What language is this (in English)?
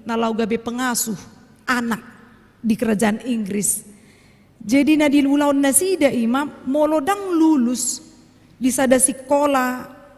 Batak Toba